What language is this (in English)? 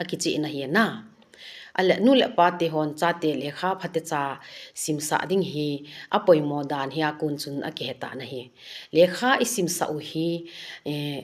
Thado Chin